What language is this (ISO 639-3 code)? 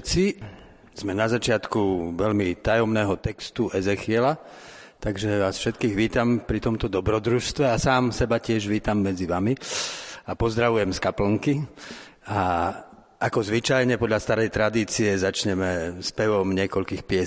slk